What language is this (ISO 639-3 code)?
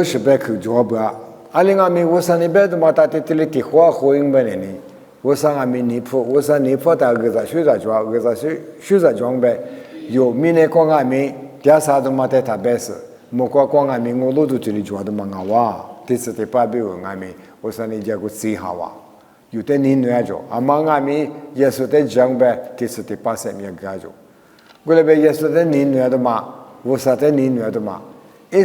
lis